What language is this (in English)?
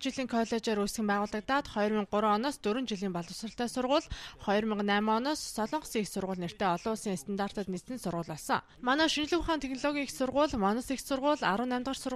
Mongolian